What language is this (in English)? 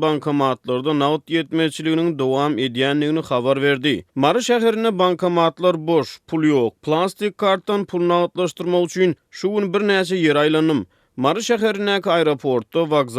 Turkmen